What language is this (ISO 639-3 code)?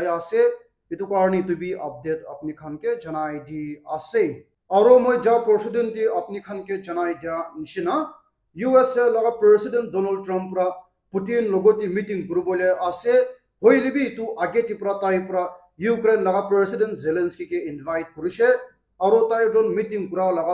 nag